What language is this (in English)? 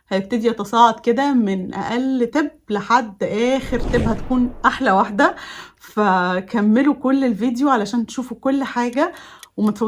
Egyptian Arabic